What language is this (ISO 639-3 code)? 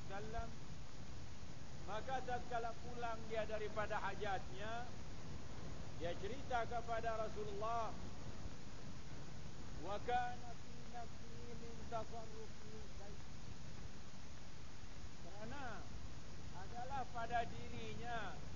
msa